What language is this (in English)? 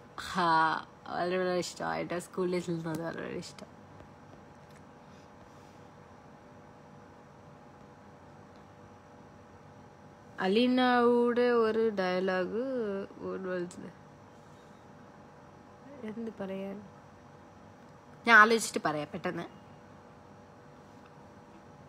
Malayalam